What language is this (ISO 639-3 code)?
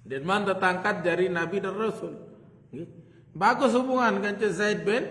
sas